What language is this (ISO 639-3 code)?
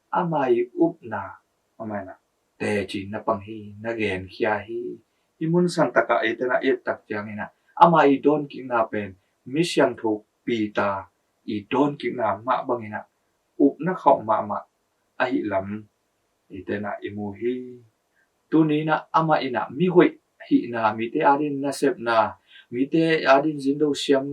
ctd